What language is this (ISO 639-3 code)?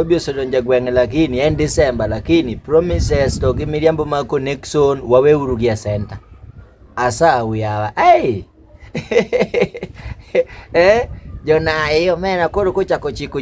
luo